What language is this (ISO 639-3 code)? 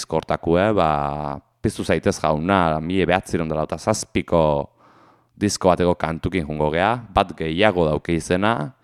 eus